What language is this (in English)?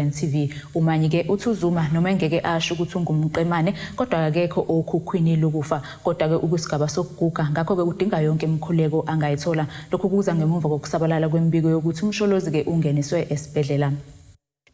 Zulu